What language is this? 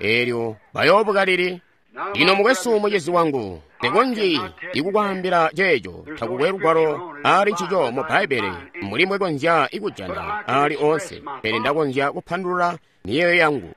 Tonga (Zambia)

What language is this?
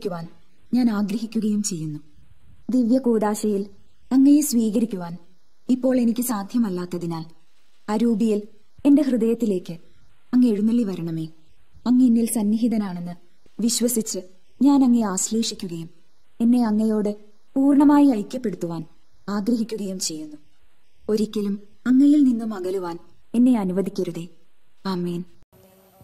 Malayalam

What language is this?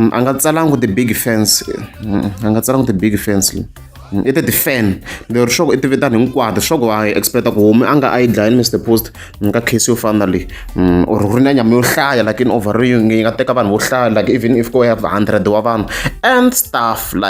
Tsonga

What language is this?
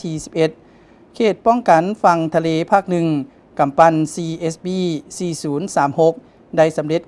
Lao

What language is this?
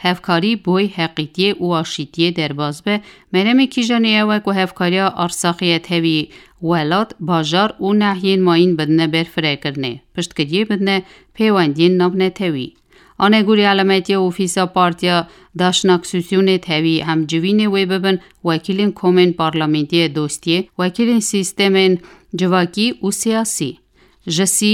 Kurdish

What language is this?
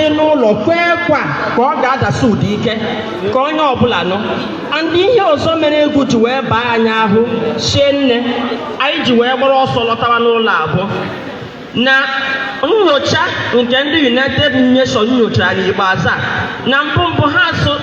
Igbo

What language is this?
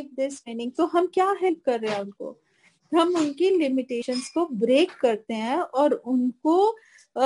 Hindi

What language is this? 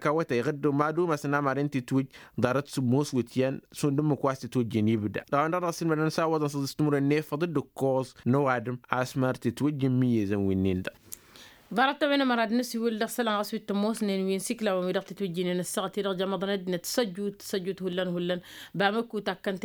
Tamasheq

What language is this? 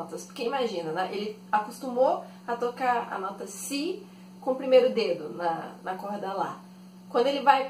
Portuguese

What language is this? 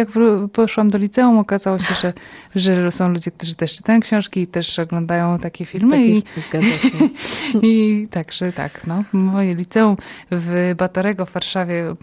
Polish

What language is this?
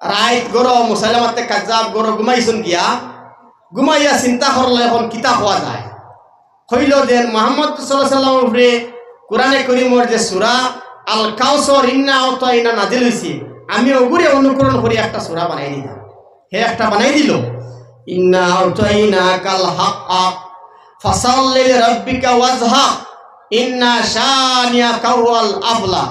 Sylheti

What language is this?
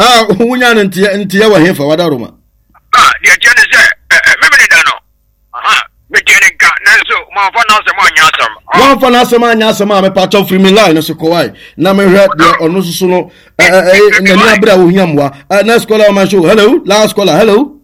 Akan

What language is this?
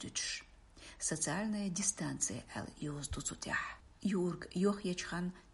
Chechen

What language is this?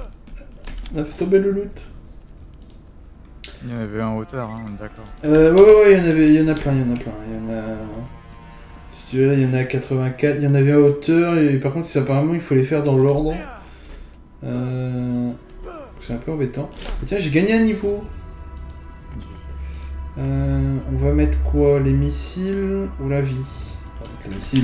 French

